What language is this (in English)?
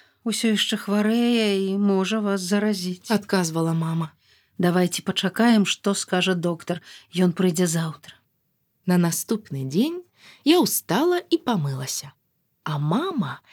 Belarusian